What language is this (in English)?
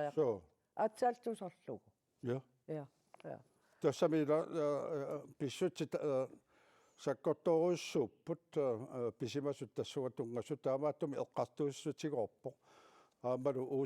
Kalaallisut